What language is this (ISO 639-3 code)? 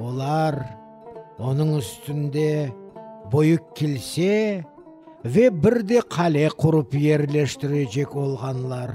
crh